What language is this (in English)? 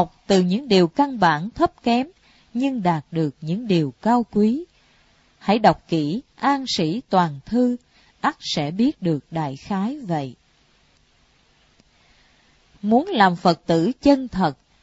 Vietnamese